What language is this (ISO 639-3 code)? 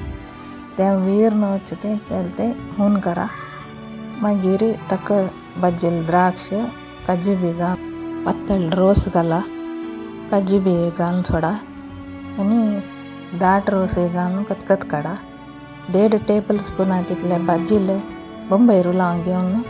kok